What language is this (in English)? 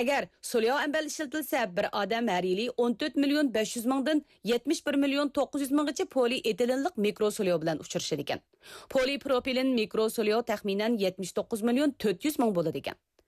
Uyghur